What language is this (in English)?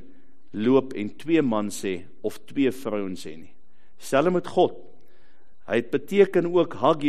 Afrikaans